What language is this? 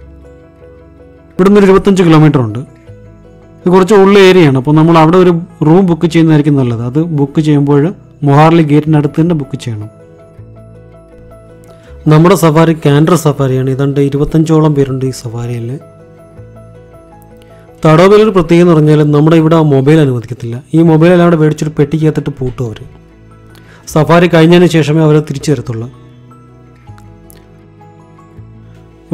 Malayalam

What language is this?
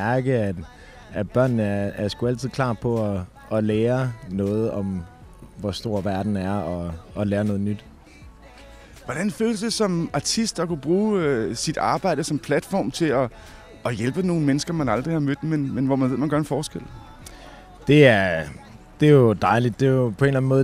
Danish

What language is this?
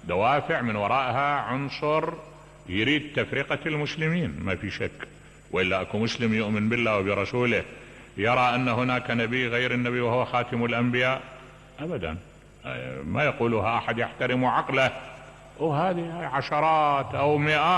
Mesopotamian Arabic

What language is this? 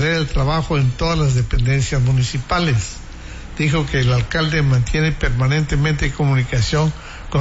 Spanish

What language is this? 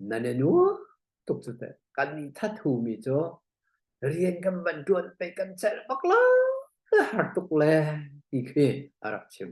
Hakha Chin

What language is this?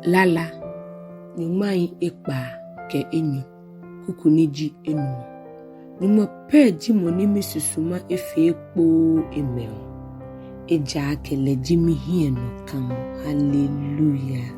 Ga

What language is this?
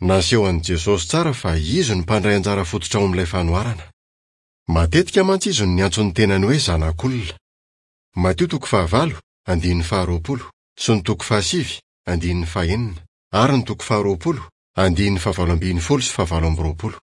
Malagasy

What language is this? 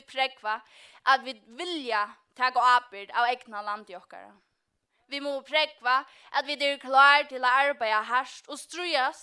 Faroese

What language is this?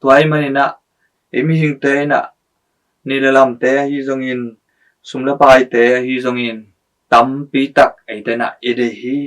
Tedim Chin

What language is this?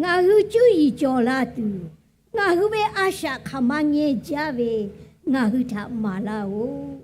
Lahu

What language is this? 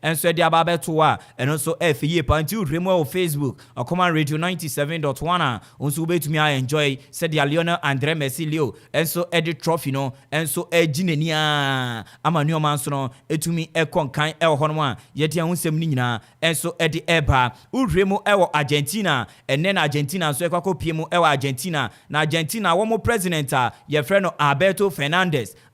Akan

